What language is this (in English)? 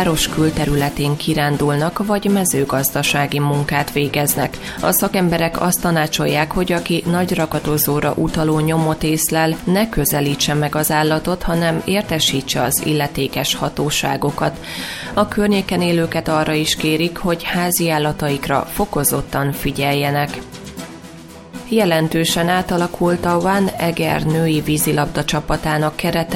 Hungarian